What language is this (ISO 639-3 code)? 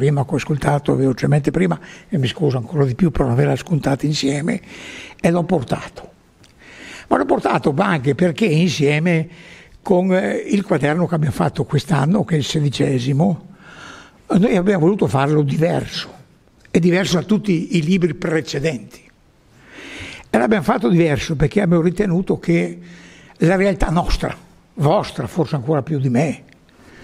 ita